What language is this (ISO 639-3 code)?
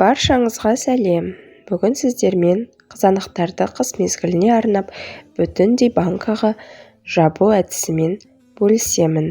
kaz